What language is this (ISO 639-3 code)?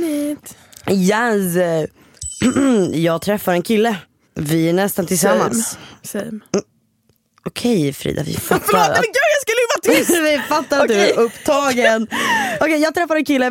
swe